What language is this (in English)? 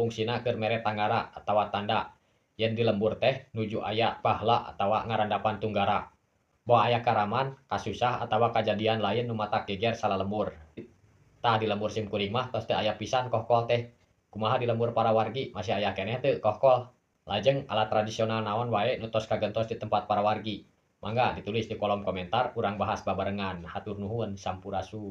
Sundanese